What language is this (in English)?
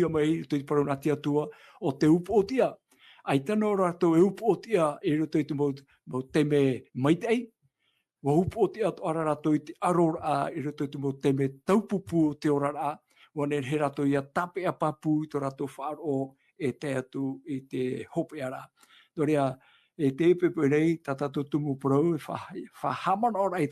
Tahitian